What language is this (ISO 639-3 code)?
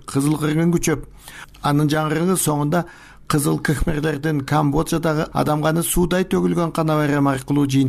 kir